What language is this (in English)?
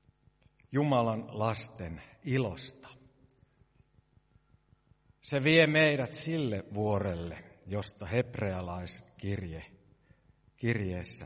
Finnish